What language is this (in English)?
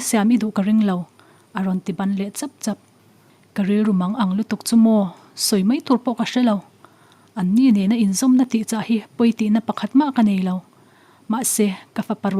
Mizo